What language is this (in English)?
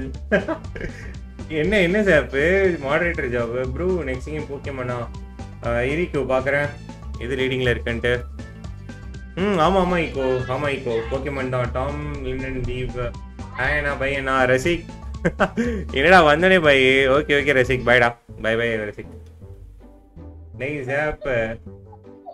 Tamil